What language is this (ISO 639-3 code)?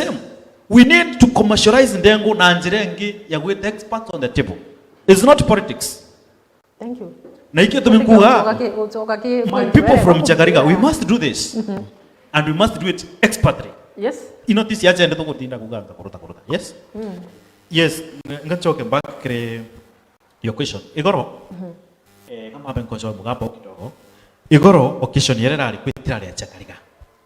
mer